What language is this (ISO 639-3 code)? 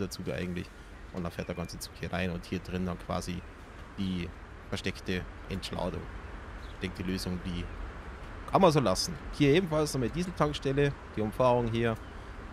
deu